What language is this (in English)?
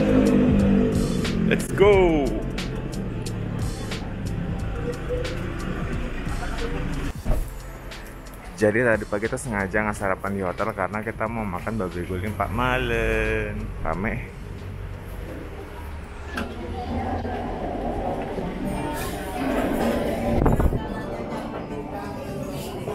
Indonesian